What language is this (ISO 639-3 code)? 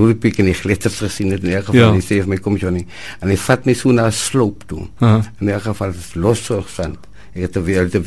afr